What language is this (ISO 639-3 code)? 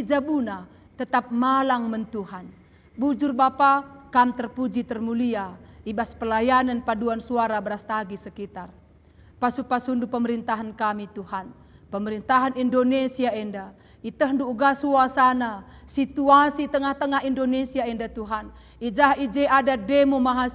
btx